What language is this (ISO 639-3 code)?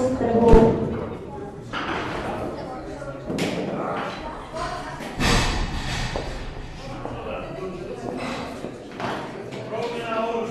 ces